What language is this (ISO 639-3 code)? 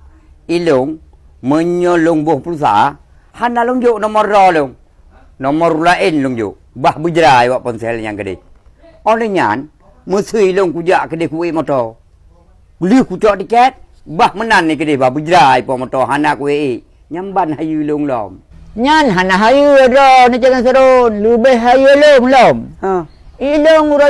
ace